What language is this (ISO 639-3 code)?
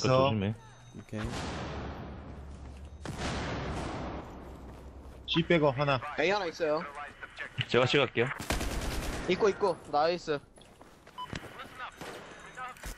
kor